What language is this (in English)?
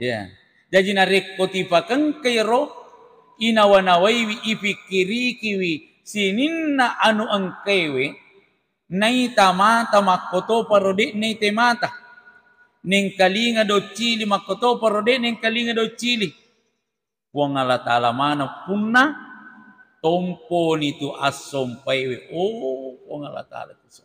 Buginese